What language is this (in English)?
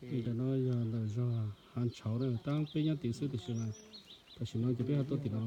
Hmong